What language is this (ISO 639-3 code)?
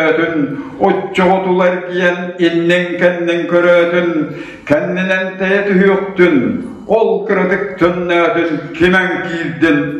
sah